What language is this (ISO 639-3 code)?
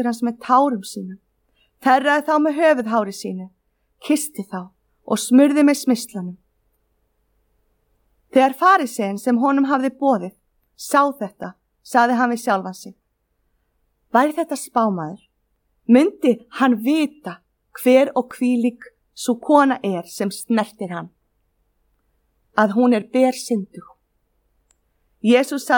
isl